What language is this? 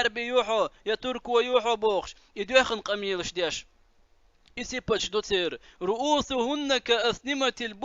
Chechen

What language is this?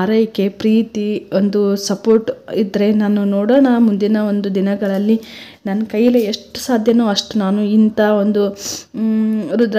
Kannada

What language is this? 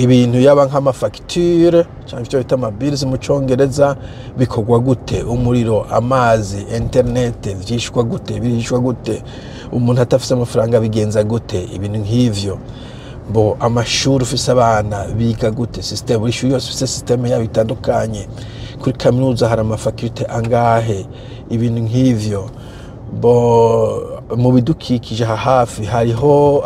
Rundi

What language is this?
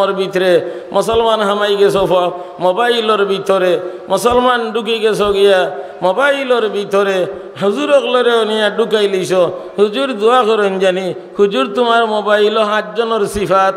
Sylheti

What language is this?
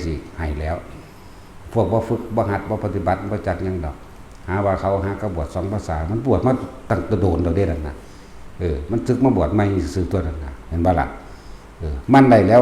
Northeastern Thai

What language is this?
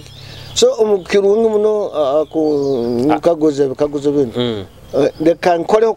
Nyoro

